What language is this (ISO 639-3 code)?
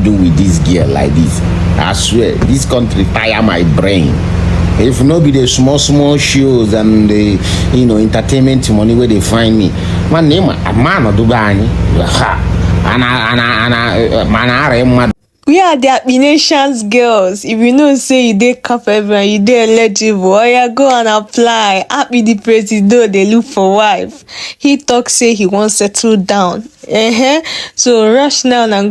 pcm